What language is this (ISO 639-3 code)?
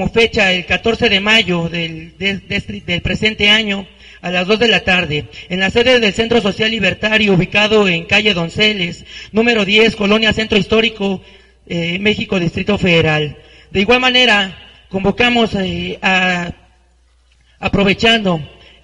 spa